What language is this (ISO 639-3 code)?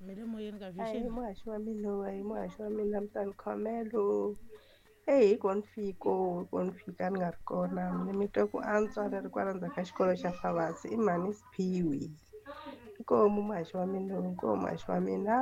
tso